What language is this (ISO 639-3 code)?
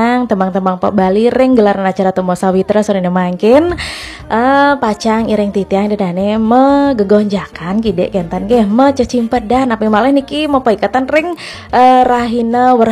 ban